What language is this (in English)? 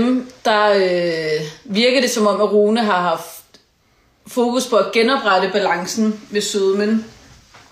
Danish